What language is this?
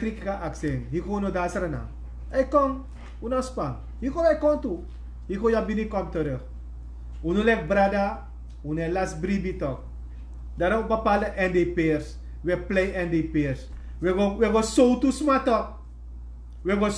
Sranan Tongo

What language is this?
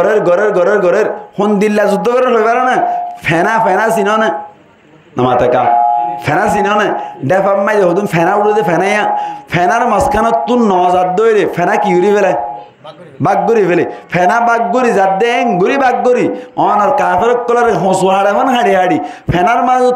Rohingya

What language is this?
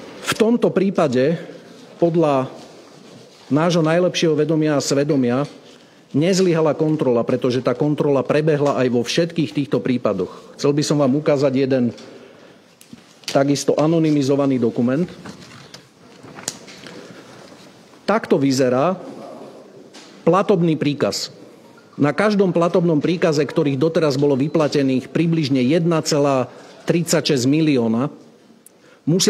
Slovak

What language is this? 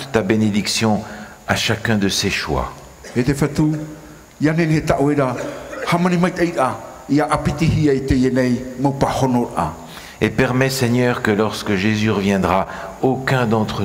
Tahitian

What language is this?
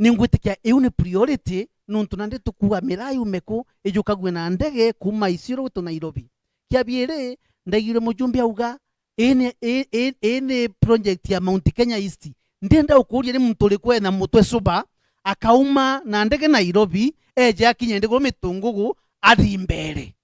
Meru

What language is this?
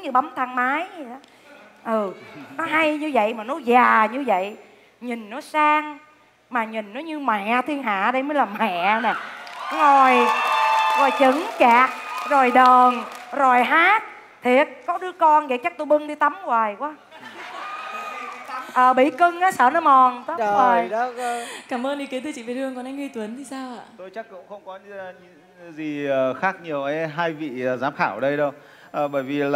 Vietnamese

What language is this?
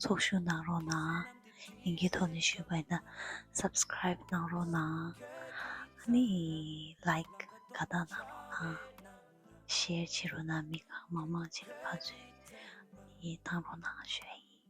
Tibetan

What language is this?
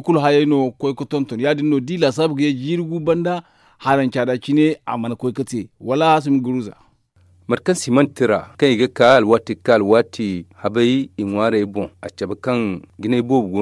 Zarma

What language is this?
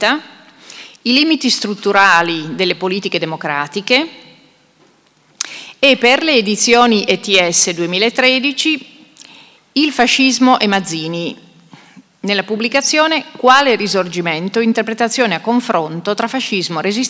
Italian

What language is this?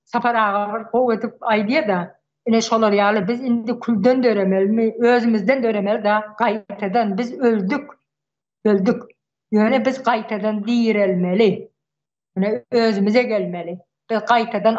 Turkmen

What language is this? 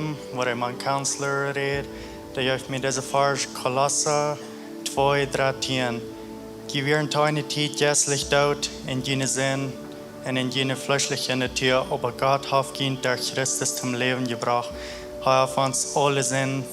Plautdietsch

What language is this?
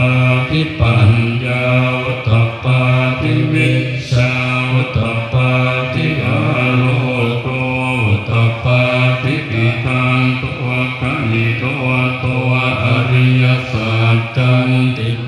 Pali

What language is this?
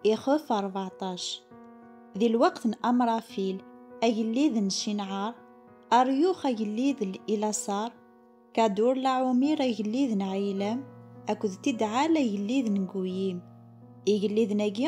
Kabyle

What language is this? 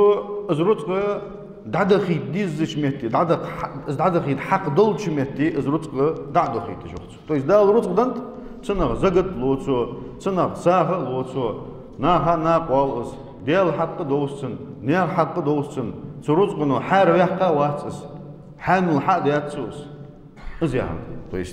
Ingush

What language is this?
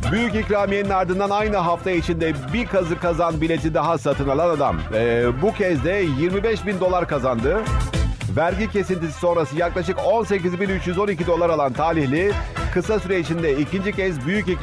Turkish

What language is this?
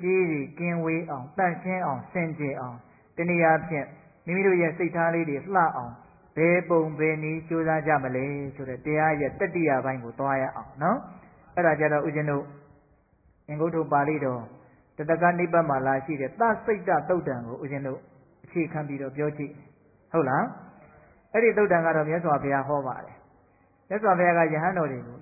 Burmese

